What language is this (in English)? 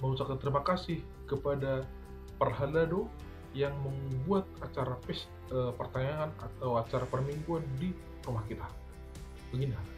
Batak Toba